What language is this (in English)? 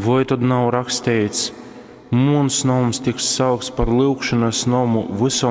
Latgalian